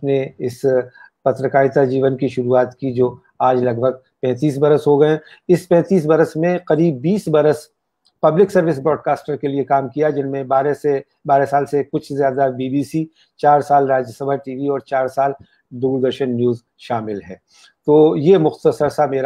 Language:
Hindi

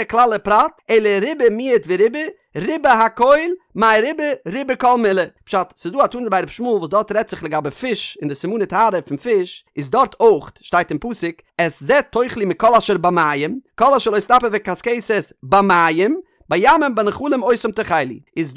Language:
Yiddish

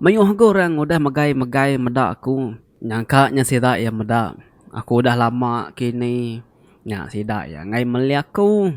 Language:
Iban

